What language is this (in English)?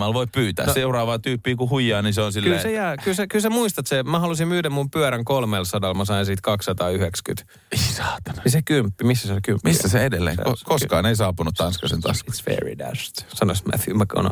Finnish